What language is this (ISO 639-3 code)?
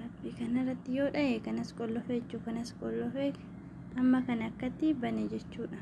orm